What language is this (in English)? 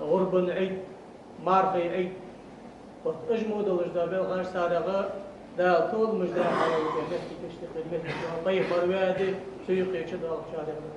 Ingush